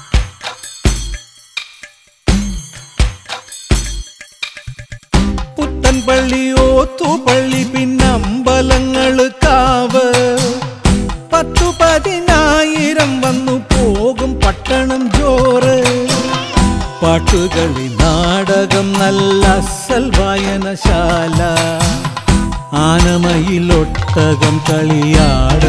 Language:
Malayalam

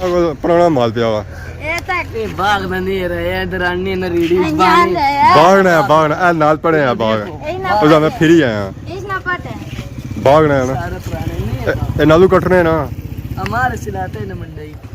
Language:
Pahari-Potwari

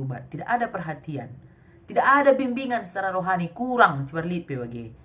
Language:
Batak Karo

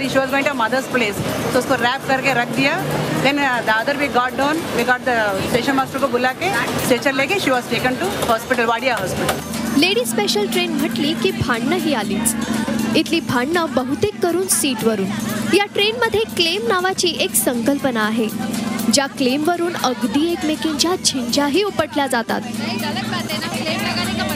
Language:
Marathi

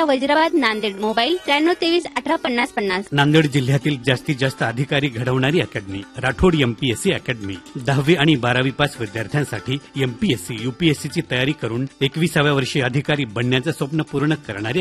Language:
Marathi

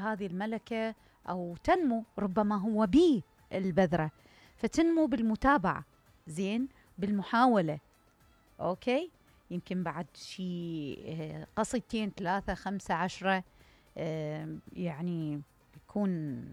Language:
Mesopotamian Arabic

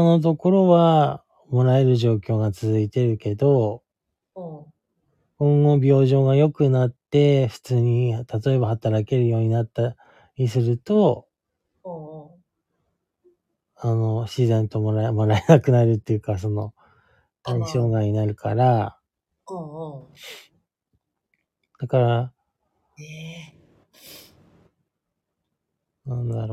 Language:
Japanese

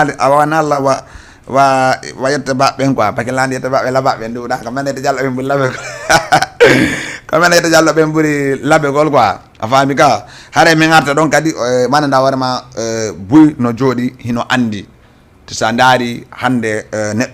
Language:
Fula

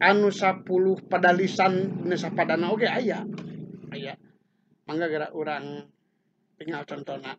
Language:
Sundanese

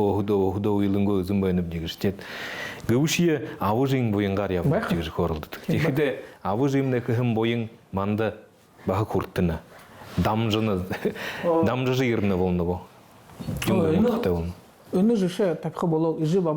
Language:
Buriat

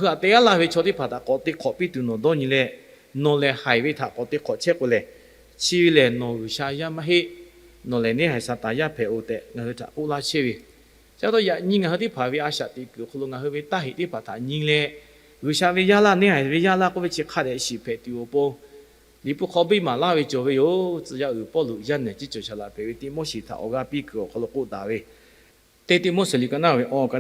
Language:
Lahu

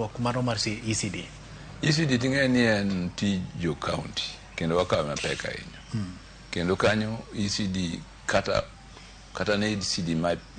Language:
Luo (Kenya and Tanzania)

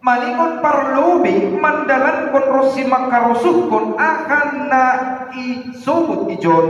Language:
Batak Simalungun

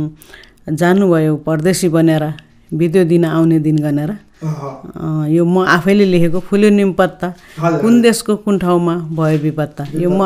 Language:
Nepali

